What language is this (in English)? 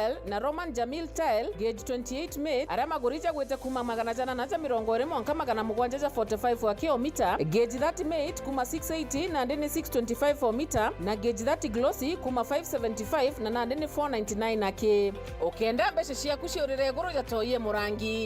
Meru